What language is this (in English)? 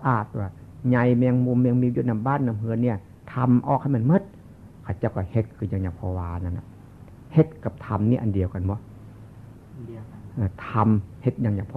Northeastern Thai